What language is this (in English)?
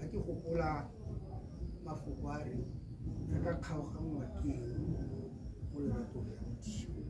Tswana